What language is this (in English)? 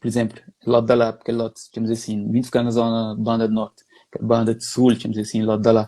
Kabuverdianu